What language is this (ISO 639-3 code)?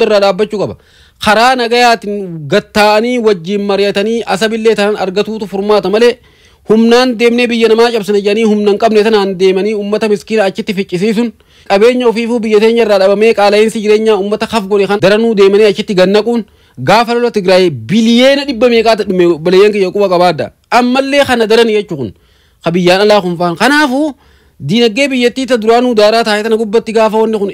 orm